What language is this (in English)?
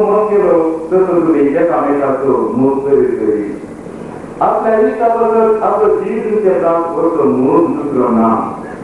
Konkani